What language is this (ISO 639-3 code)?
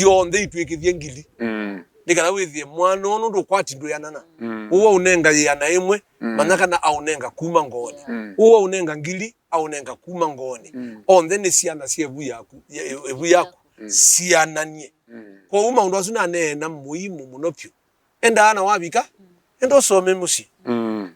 kam